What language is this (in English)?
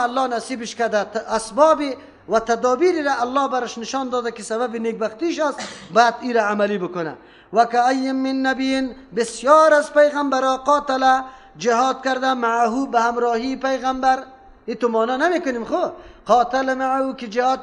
Persian